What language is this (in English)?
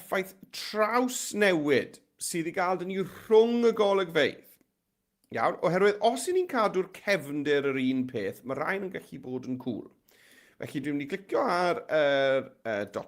Welsh